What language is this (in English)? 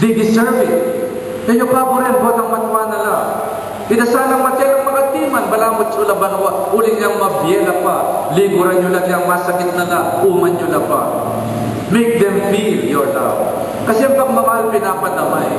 Pampanga